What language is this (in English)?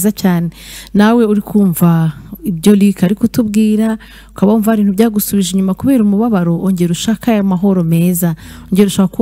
Kinyarwanda